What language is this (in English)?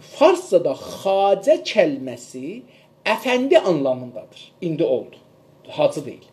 South Azerbaijani